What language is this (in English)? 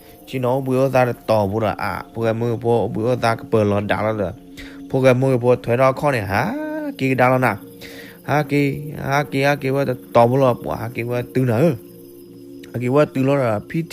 S'gaw Karen